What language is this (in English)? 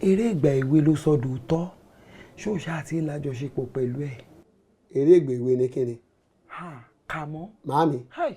Yoruba